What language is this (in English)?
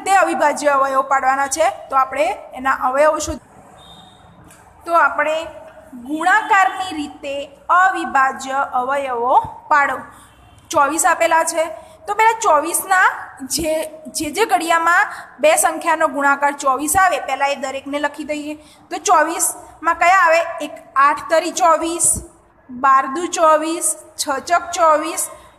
Gujarati